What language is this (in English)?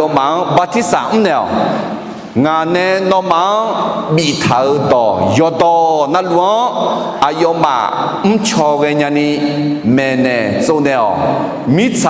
Akha